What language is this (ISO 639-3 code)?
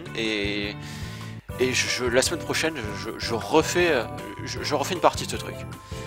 fra